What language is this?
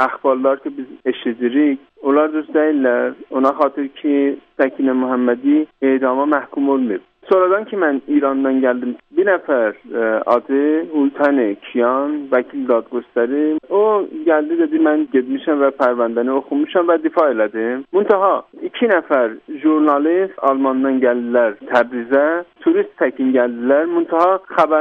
South Azerbaijani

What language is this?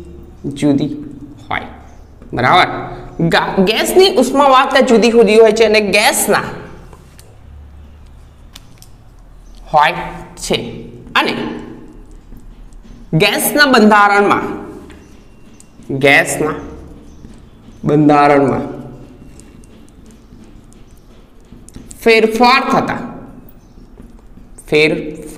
Gujarati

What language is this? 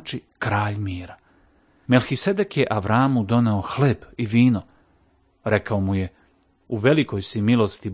Serbian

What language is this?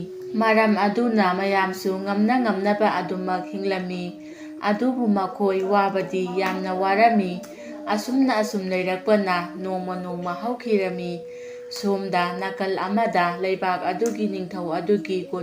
Manipuri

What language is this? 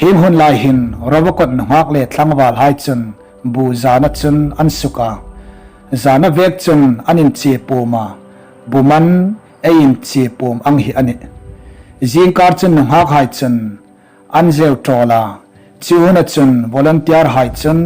Hmar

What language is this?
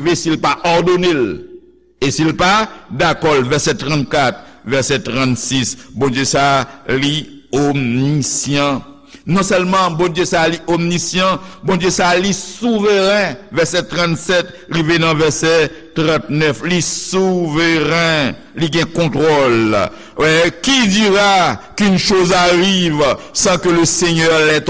Haitian Creole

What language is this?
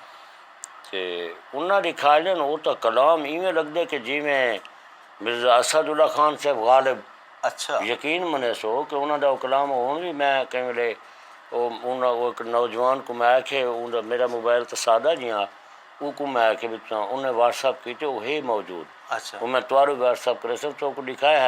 Saraiki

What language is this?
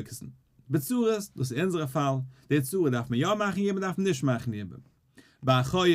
Yiddish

